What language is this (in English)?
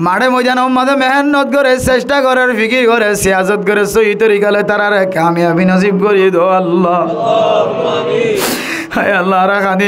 Rohingya